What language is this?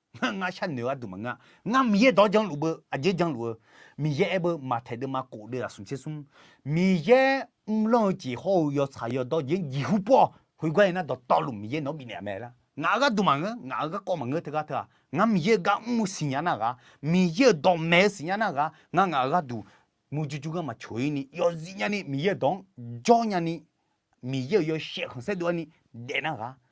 Akha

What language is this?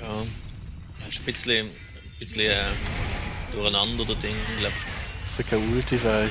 Swiss German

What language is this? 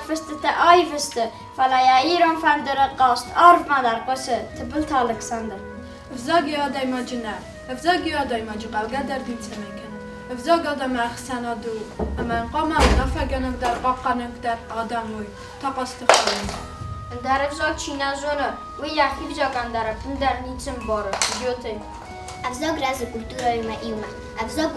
Ossetic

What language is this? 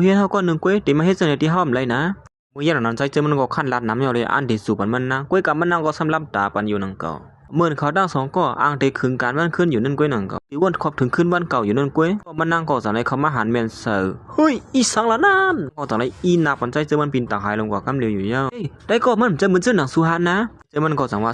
Shan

